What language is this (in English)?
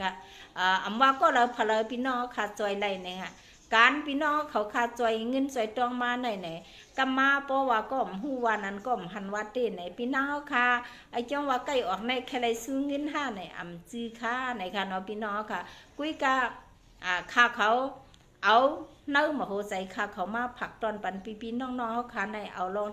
Shan